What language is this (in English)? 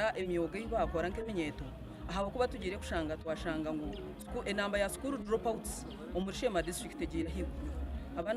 Nyankole